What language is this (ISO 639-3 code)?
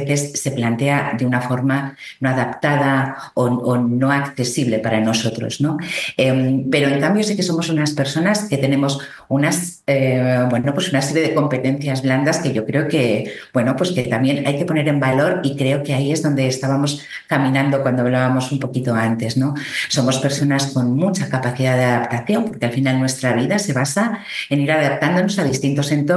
spa